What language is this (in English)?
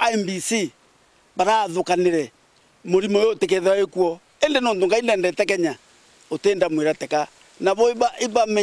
Meru